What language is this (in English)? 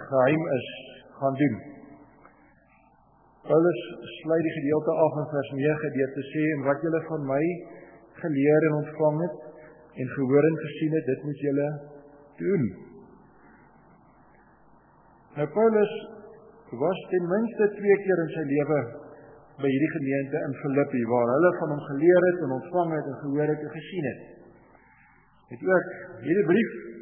Afrikaans